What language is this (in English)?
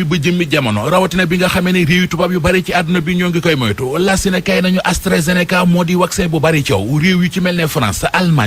Wolof